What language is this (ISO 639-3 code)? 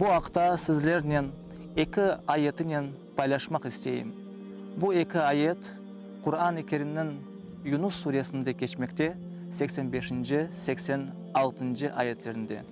crh